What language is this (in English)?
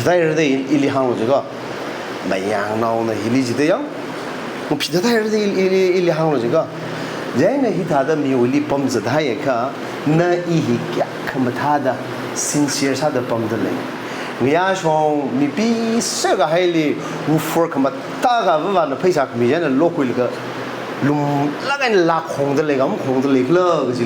Tangkhul Naga (India)